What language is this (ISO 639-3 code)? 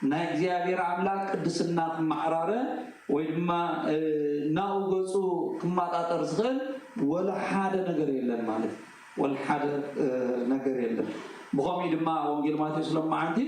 tir